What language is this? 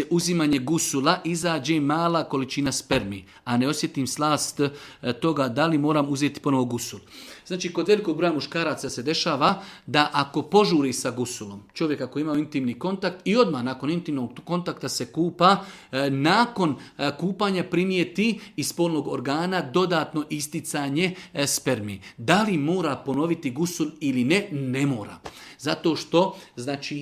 Bosnian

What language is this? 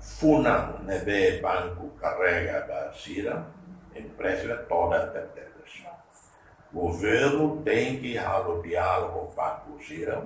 Tetum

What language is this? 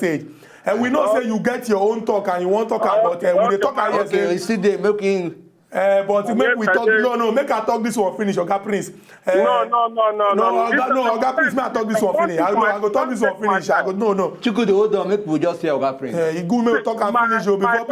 Nigerian Pidgin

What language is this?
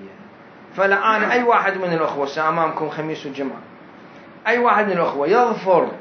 Mesopotamian Arabic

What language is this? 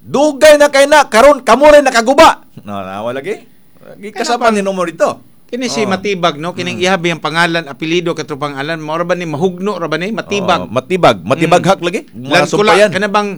Cebuano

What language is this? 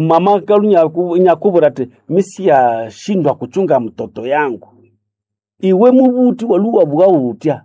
Nande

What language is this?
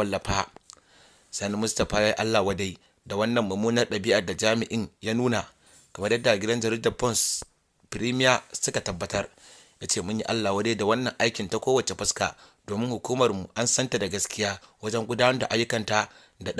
Hausa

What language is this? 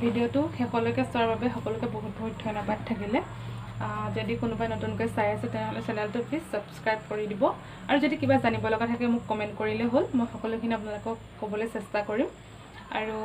Assamese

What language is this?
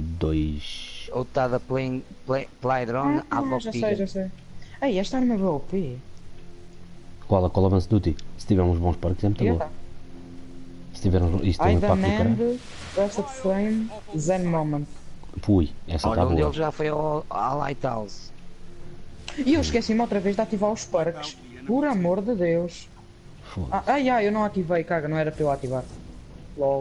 Portuguese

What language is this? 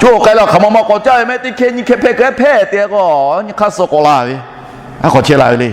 Lahu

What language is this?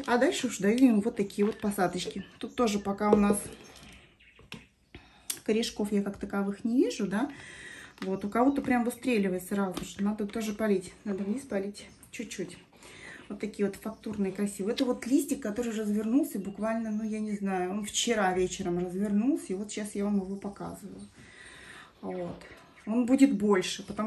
Russian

